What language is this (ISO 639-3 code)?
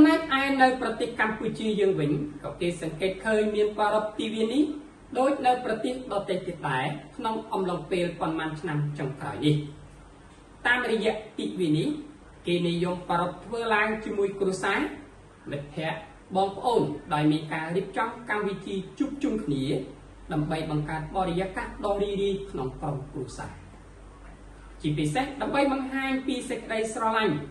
khm